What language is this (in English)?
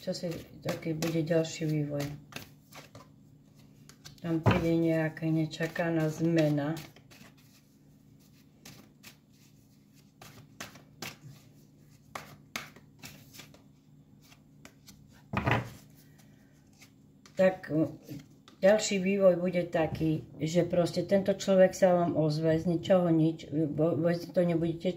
Slovak